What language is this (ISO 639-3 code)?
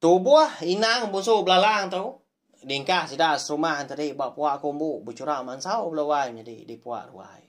iba